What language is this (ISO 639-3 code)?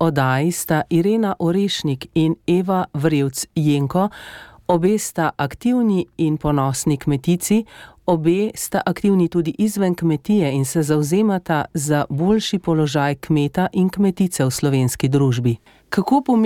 slv